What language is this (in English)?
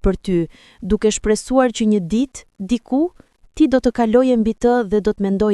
Albanian